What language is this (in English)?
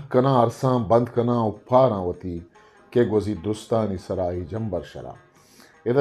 Eastern Balochi